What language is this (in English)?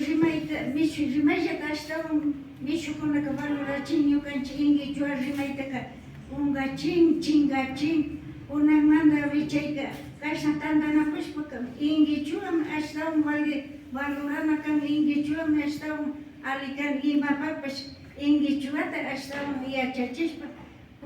Imbabura Highland Quichua